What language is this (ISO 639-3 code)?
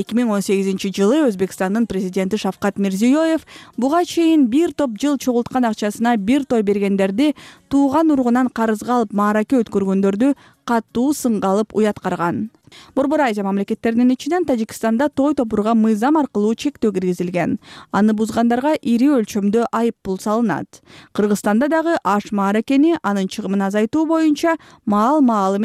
kir